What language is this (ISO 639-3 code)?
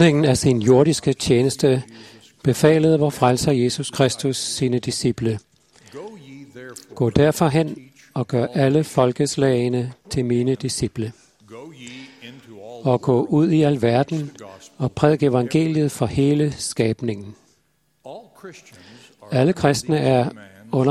dan